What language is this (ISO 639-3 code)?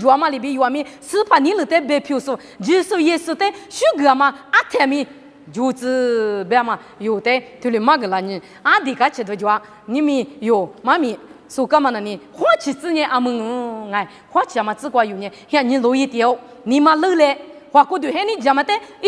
lis